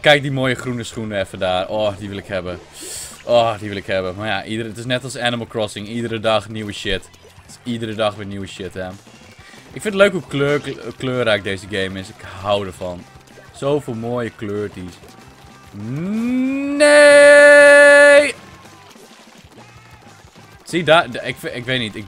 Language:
Dutch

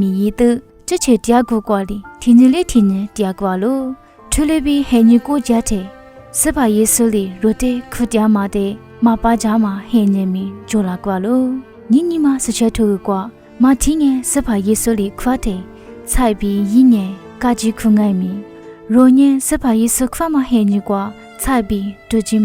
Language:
Lisu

